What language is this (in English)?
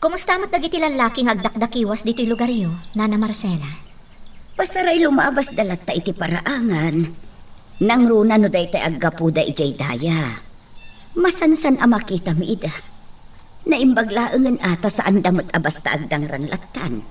Iloko